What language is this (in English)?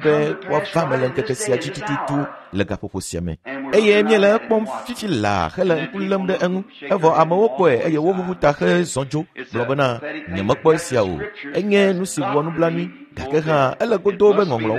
Ewe